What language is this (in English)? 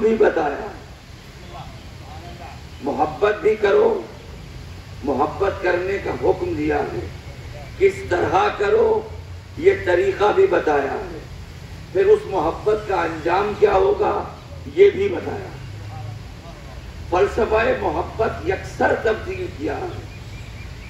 Urdu